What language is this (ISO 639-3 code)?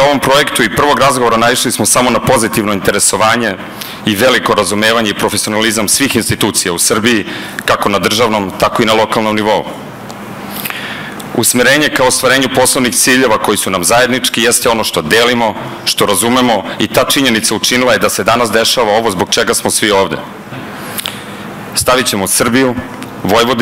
srp